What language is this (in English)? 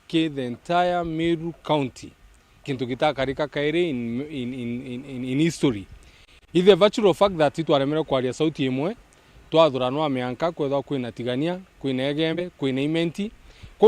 Meru